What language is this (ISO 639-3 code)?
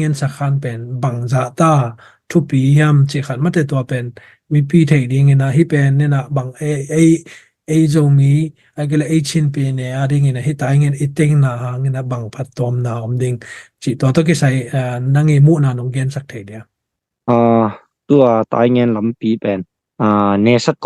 ctd